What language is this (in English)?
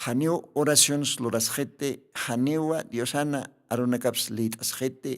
Aymara